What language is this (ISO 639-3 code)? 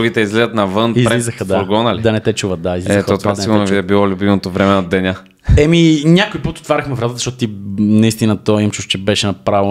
bul